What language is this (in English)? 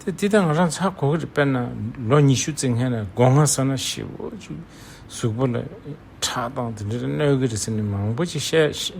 Tibetan